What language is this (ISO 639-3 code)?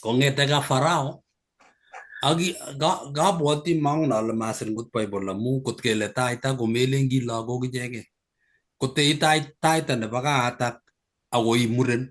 kln